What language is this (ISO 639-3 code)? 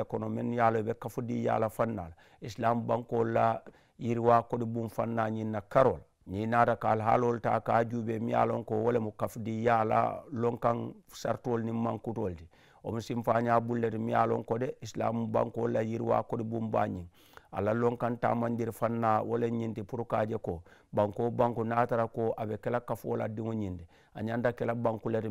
man